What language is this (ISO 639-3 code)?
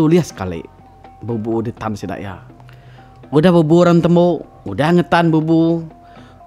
iba